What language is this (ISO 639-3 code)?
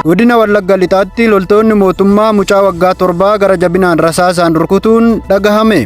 orm